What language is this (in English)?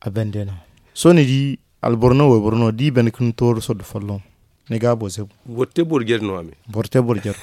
Zarma